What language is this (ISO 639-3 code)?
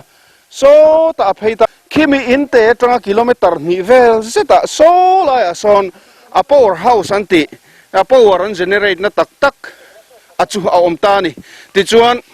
lus